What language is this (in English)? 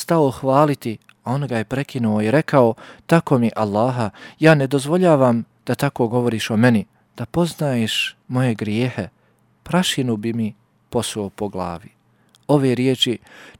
Bosnian